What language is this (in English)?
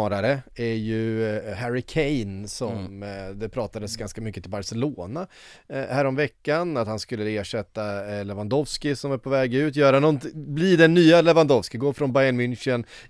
Swedish